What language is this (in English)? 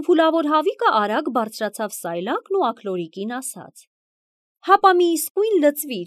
Armenian